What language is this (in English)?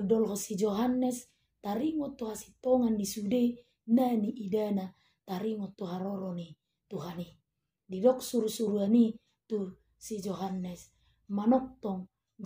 Batak Toba